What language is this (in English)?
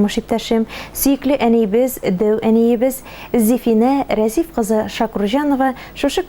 Tatar